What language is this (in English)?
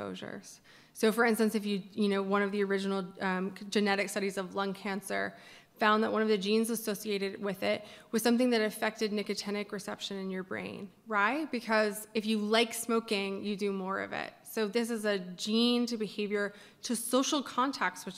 English